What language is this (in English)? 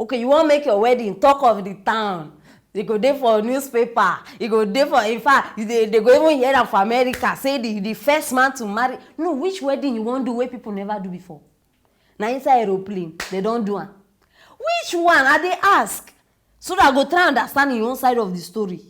Nigerian Pidgin